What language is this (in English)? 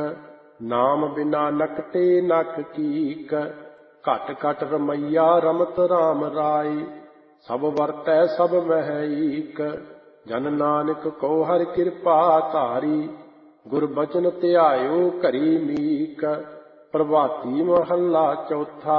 Punjabi